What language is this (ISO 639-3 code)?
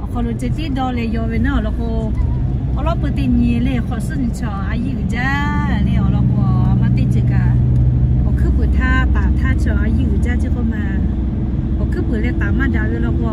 lhu